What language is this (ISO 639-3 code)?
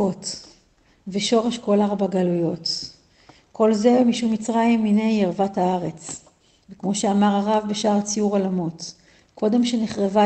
heb